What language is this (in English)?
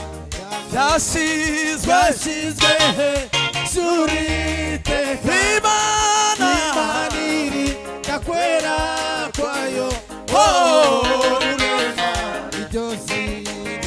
Kinyarwanda